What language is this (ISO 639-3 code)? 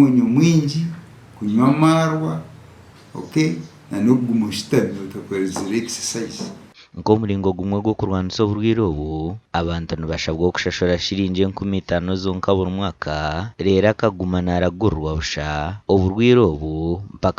nyn